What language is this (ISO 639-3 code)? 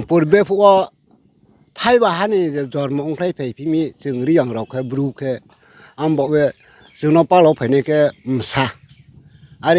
ria